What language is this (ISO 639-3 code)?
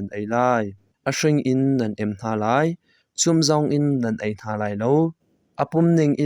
cnh